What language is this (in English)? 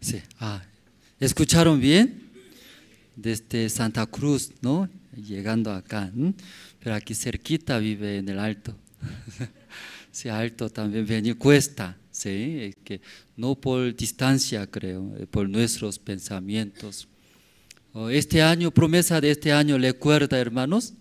South Bolivian Quechua